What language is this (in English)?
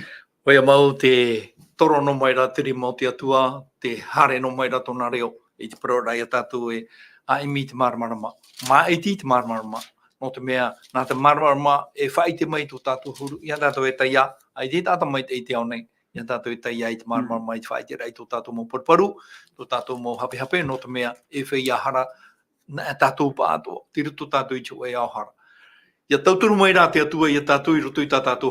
Tahitian